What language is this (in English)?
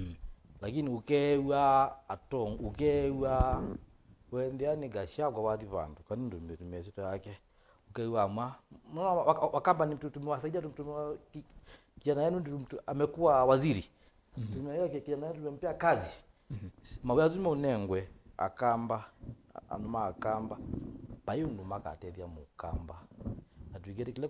Kamba